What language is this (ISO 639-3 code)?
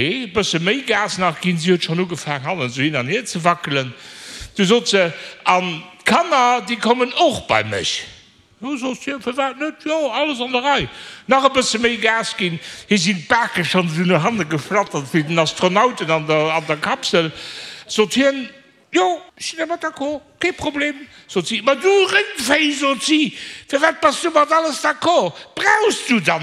ltz